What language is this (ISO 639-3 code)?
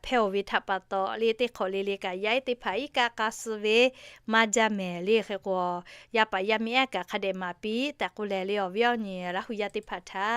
lhu